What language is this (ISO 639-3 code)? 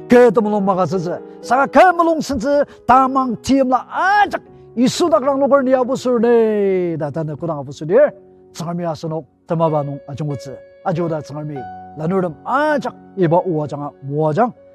njo